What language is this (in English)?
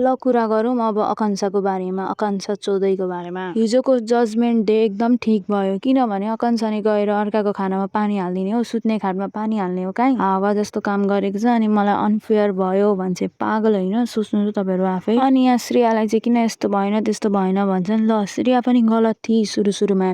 Nepali